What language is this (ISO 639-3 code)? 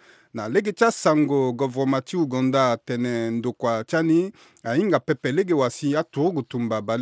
sag